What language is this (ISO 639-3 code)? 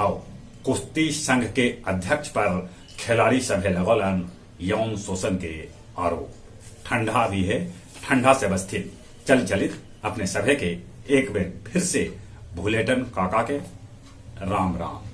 mag